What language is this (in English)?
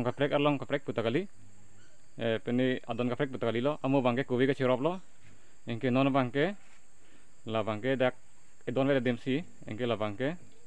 Karbi